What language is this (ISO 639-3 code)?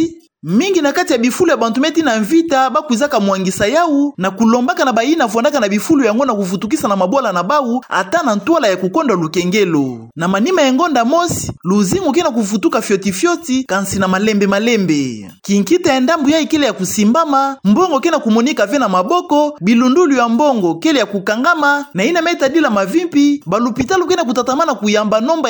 ktu